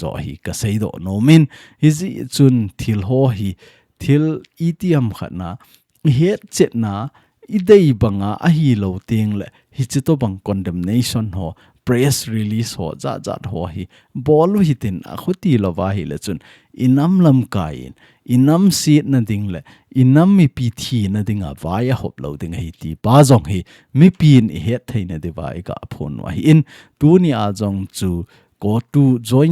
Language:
Thado Chin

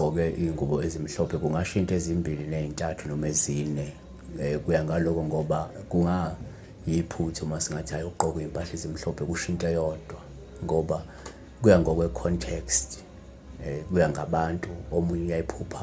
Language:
Zulu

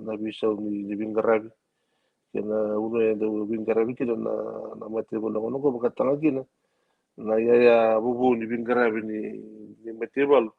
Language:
Fijian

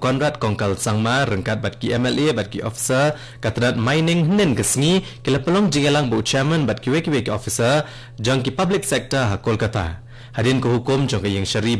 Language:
Khasi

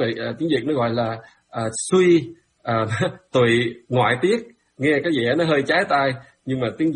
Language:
Vietnamese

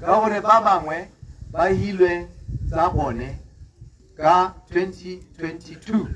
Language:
Tswana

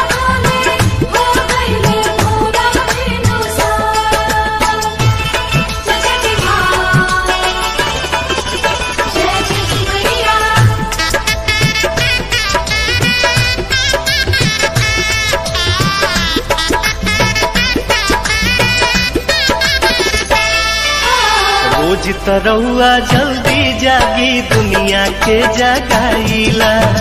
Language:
Bhojpuri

